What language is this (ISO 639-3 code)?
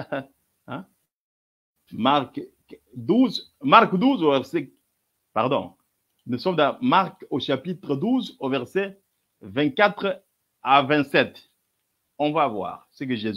fra